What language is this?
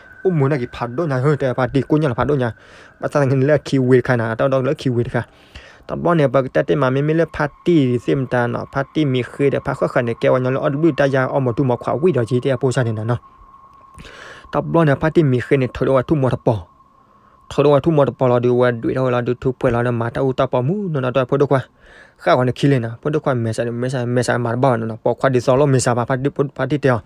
S'gaw Karen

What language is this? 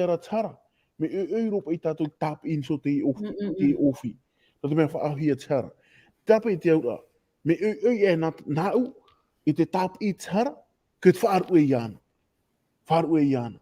Tahitian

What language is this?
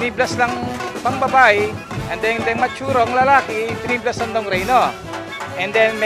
Pampanga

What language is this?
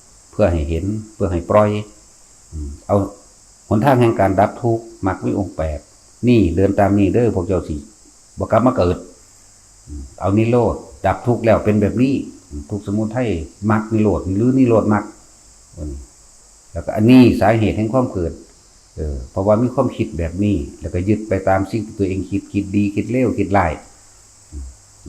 Northeastern Thai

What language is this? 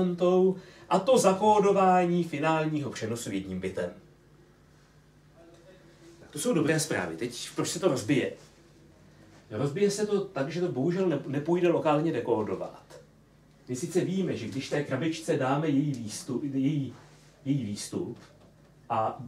Czech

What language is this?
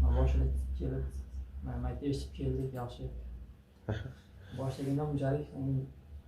Uzbek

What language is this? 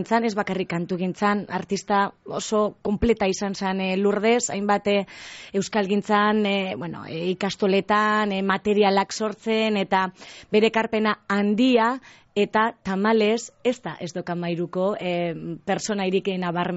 Basque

